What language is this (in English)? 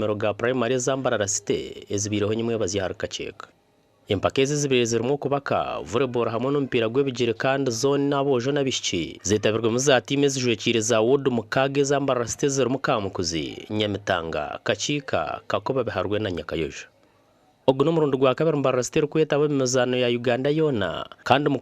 Nyankole